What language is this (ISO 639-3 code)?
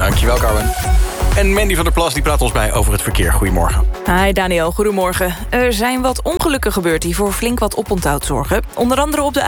nld